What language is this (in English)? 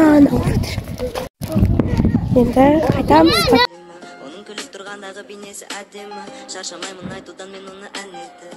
Kazakh